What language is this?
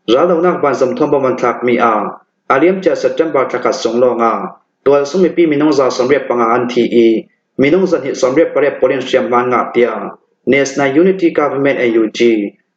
Hakha Chin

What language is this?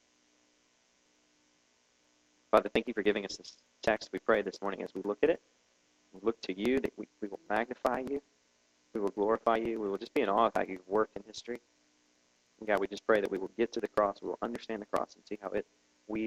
English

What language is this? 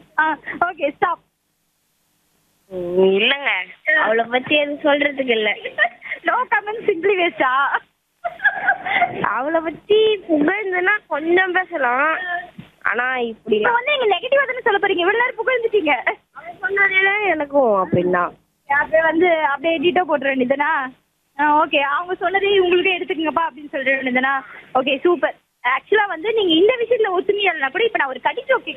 Tamil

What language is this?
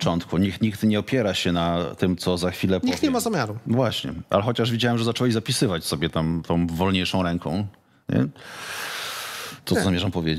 Polish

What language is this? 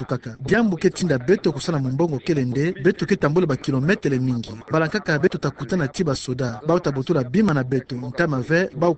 Kituba (Democratic Republic of Congo)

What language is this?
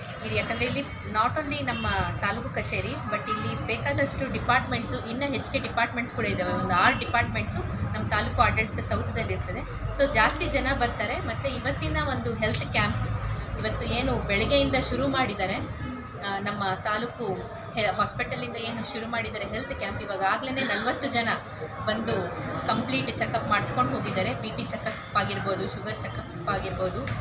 Kannada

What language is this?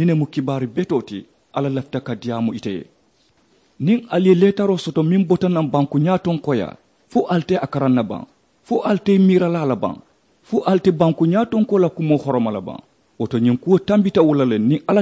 Mandingo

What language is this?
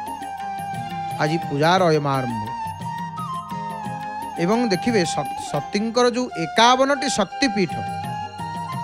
Odia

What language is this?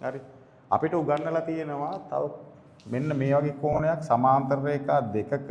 Sinhala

